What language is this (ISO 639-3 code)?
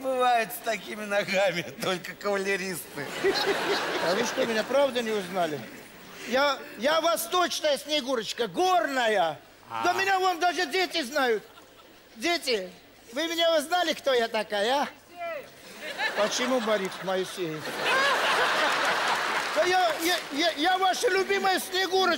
rus